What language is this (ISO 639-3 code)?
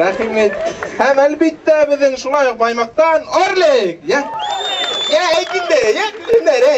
bak